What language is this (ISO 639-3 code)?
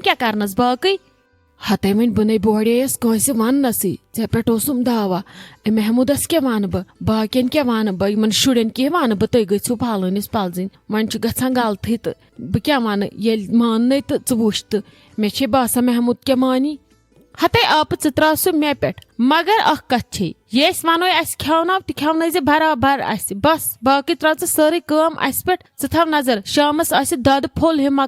kas